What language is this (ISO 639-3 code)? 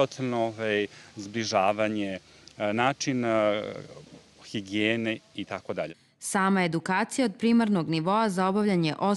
srp